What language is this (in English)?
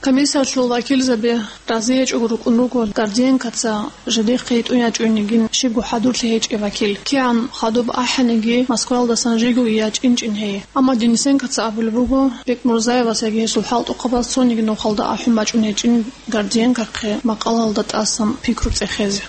Avaric